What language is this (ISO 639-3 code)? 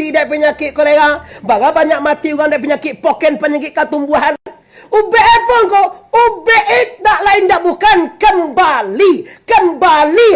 min